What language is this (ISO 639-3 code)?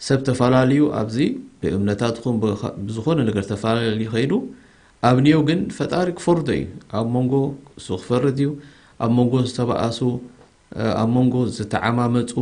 tir